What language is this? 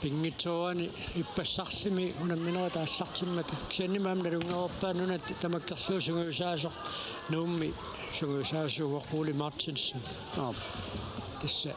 Kalaallisut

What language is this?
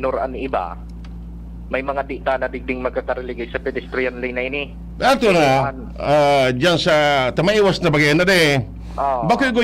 Bikol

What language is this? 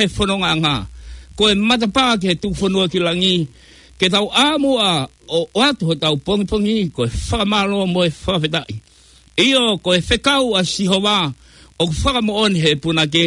Tongan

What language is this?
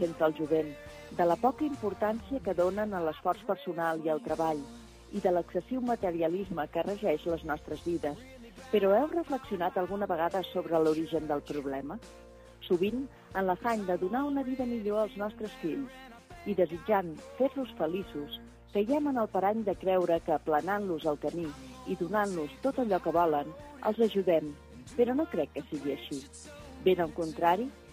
Catalan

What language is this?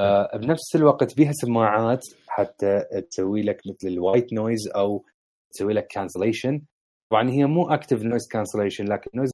Mesopotamian Arabic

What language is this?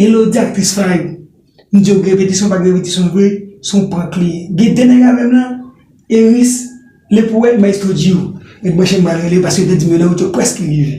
Haitian Creole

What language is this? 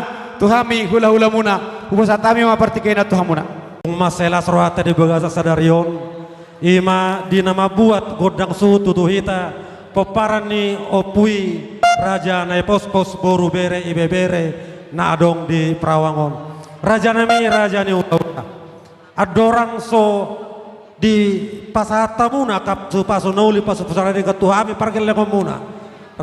Batak Toba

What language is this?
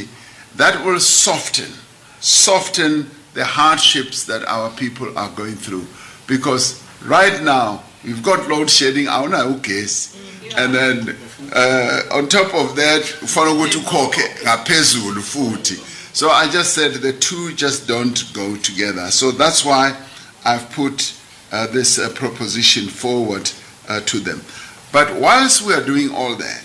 English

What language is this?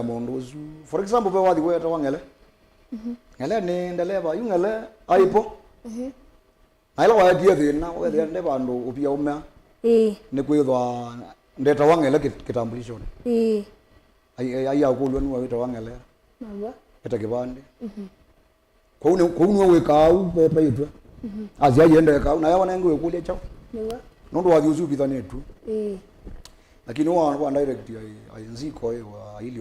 Kamba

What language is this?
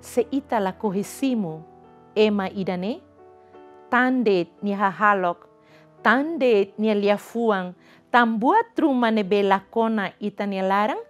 Tetum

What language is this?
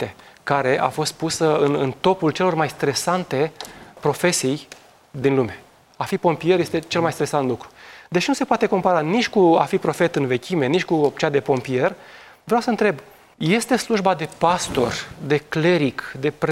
Romanian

